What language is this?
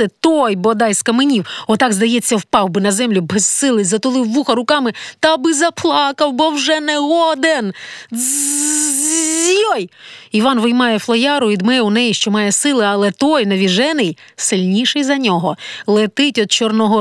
Ukrainian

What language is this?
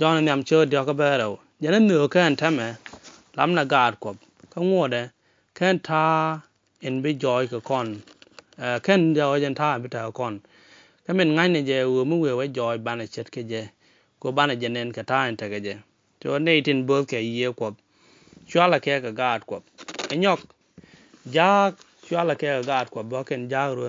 Nuer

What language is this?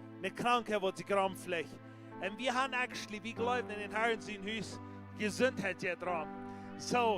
Plautdietsch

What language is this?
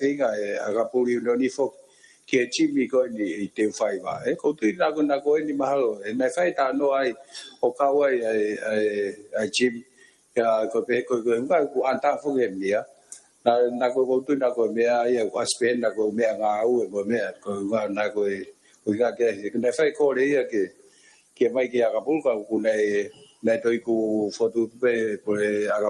Tongan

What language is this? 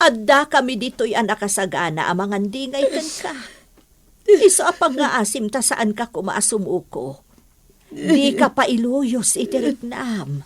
Iloko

